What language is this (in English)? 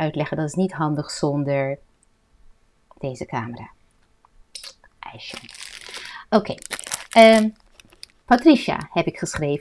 Dutch